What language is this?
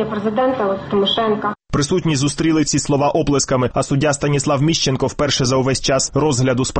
Ukrainian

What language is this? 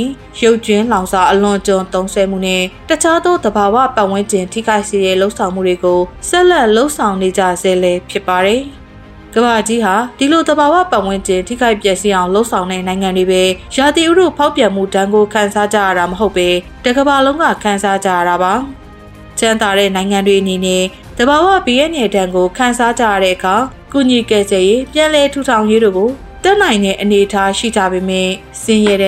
Burmese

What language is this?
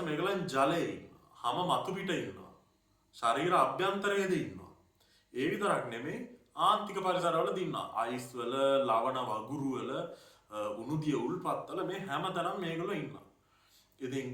Sinhala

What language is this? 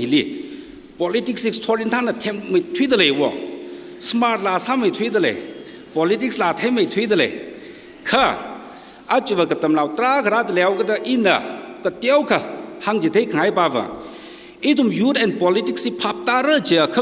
Tangkhul Naga (India)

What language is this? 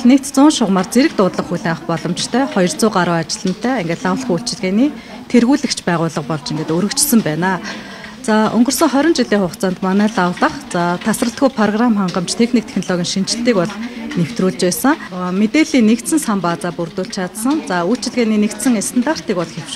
Mongolian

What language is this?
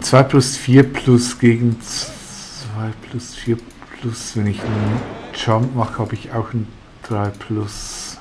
Swiss German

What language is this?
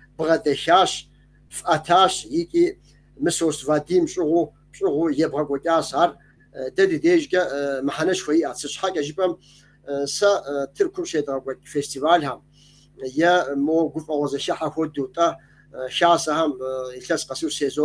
Kabardian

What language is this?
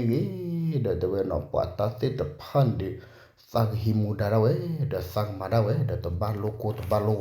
S'gaw Karen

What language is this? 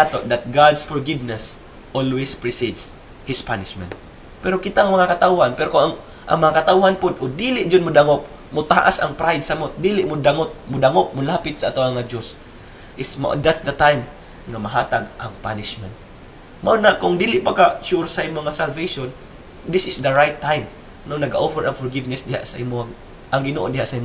Cebuano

